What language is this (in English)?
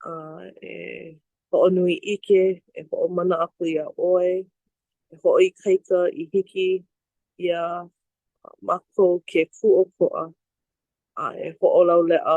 Hawaiian